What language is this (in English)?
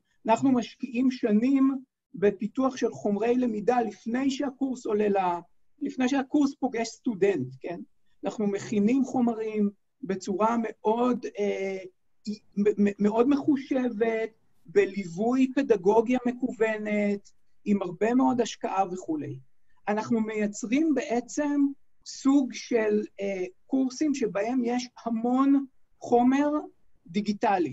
Hebrew